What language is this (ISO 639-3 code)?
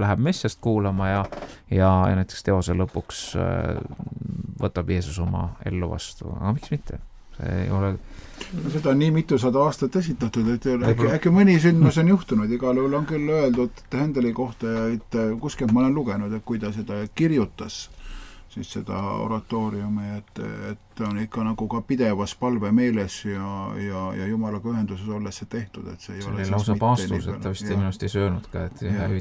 est